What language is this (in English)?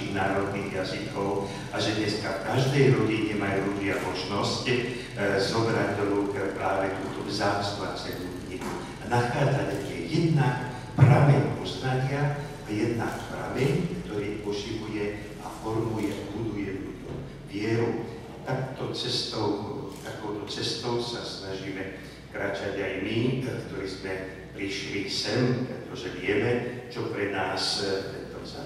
Slovak